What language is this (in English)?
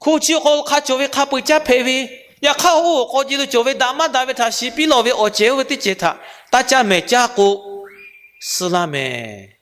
Lahu